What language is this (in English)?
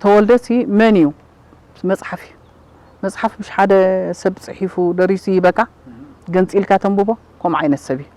Tigrinya